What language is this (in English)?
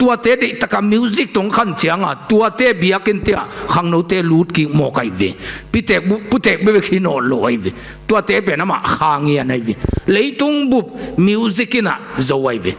Tedim Chin